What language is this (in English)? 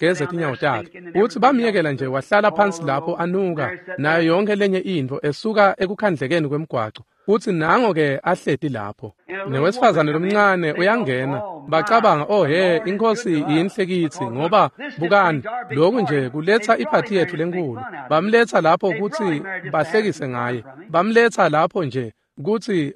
Swati